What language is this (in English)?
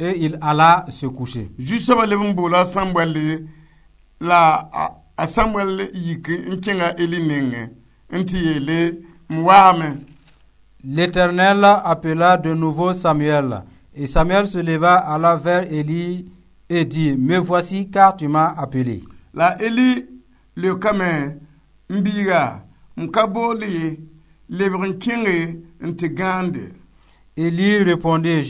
Mossi